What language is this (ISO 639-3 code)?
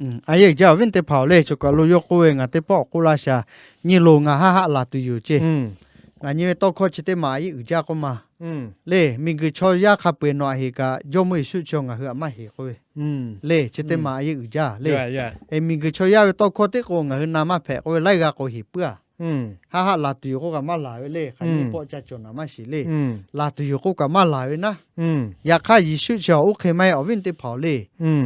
lhu